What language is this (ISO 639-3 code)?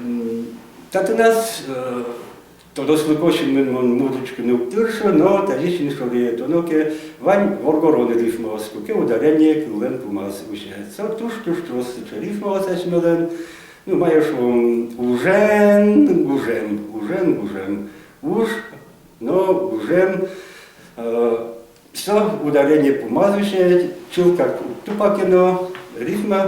udm